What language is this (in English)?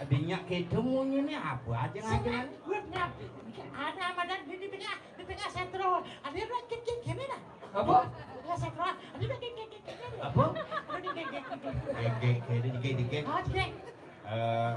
Balinese